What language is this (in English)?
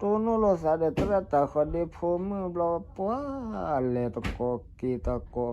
S'gaw Karen